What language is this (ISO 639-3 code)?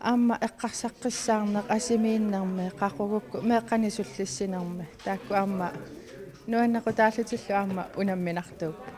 kal